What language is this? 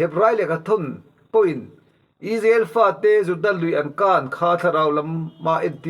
Mizo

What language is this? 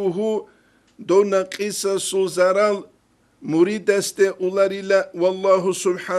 Avaric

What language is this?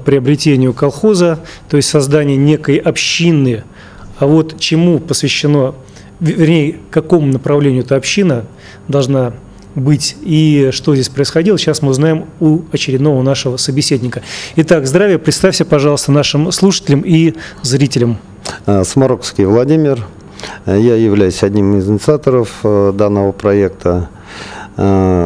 Russian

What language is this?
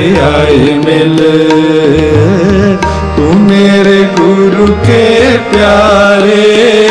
Punjabi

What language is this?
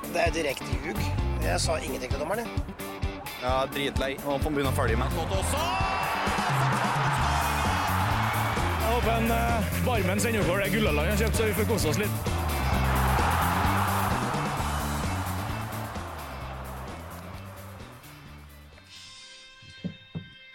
Norwegian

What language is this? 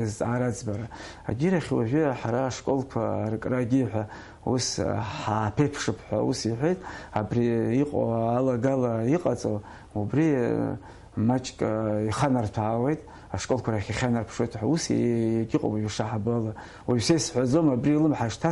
Abkhazian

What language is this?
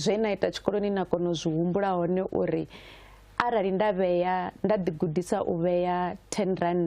Venda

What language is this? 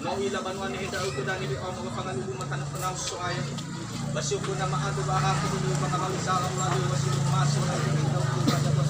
Nias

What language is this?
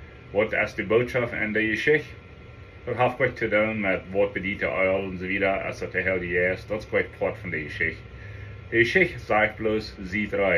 Plautdietsch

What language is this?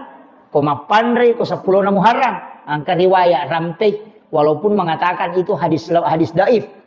Buginese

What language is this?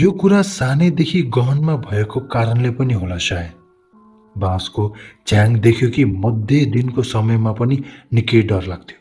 Nepali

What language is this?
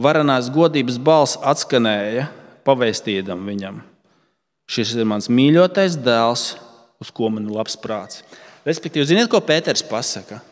Latvian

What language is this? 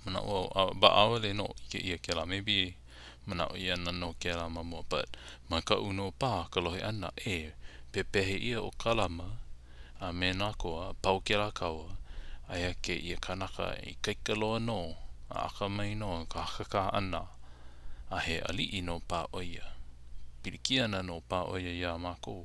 Hawaiian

